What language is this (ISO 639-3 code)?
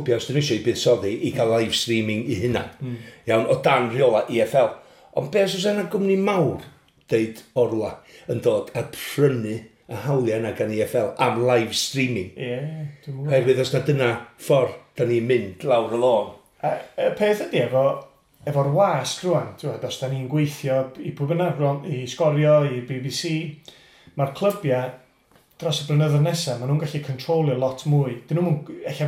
cym